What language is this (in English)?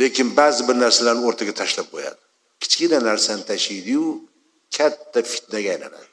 Uzbek